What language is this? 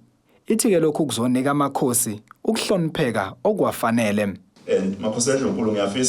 Zulu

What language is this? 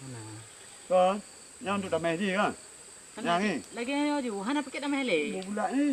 Achinese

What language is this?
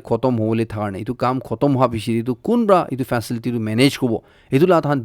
Naga Pidgin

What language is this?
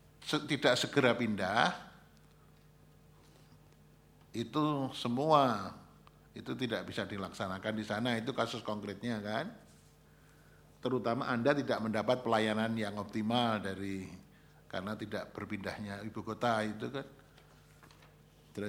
Indonesian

